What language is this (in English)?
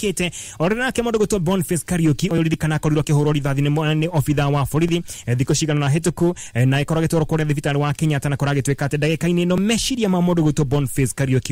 Kikuyu